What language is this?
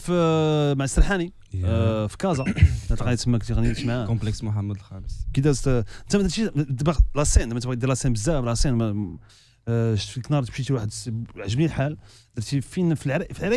Moroccan Arabic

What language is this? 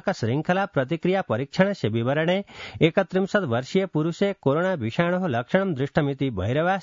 Sanskrit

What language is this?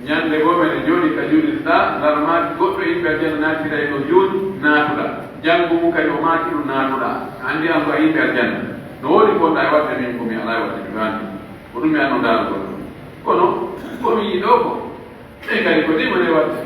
Pular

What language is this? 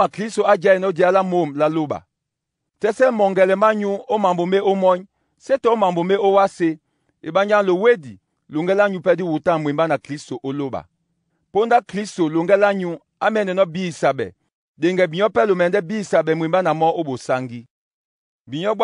Duala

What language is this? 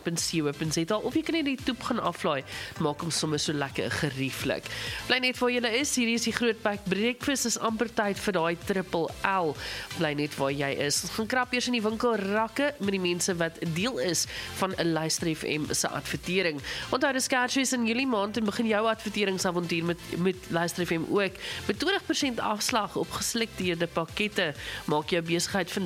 Afrikaans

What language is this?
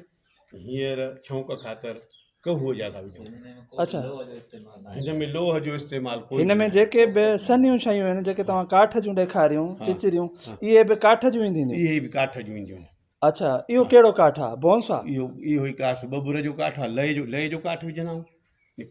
Sindhi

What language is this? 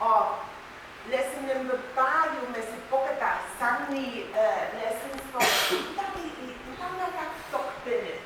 Pohnpeian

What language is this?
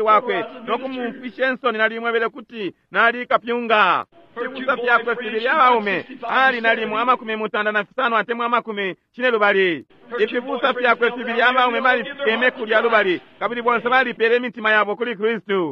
Bemba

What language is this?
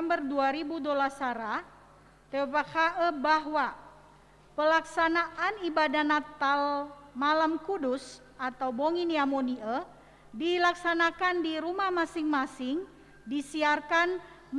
Nias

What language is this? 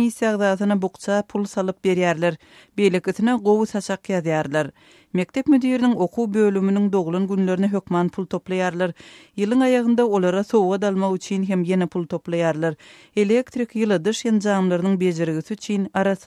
Turkmen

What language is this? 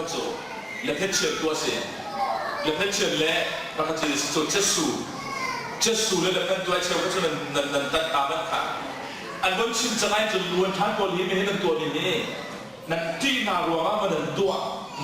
Hakha Chin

